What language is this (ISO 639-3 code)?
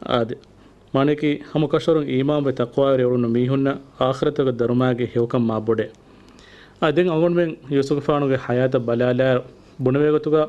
div